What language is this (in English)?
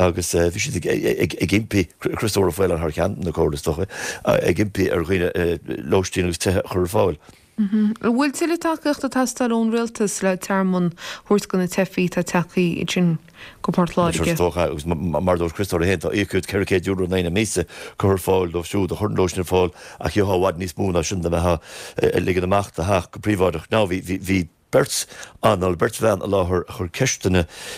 Irish